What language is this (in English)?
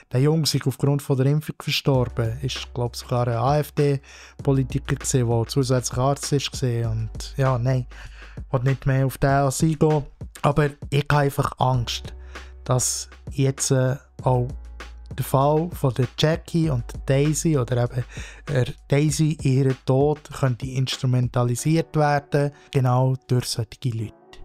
Swiss German